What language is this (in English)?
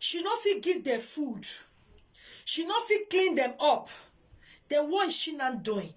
Nigerian Pidgin